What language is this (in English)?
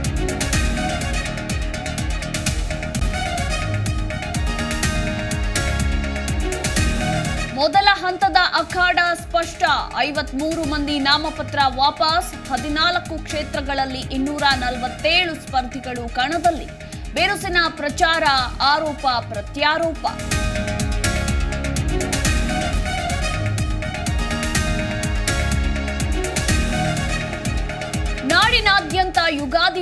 Kannada